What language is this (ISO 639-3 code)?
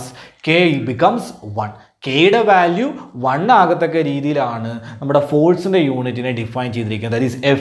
mal